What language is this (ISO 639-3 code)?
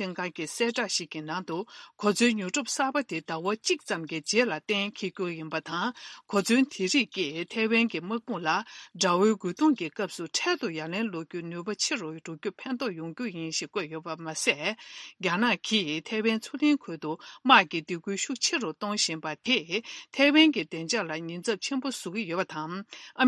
bod